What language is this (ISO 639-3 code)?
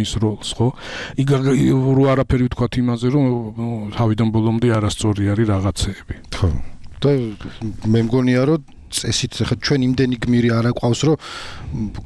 kat